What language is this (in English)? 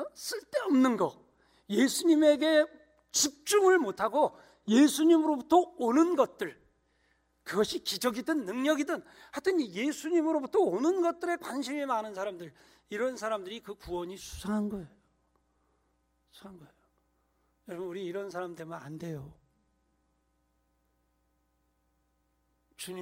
Korean